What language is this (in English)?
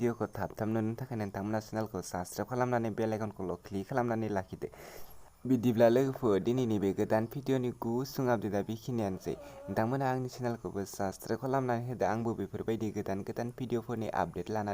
Bodo